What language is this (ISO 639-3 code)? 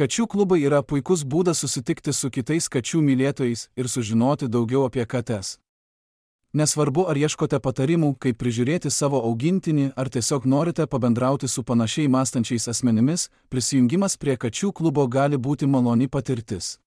lit